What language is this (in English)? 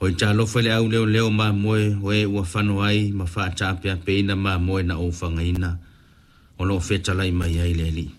Samoan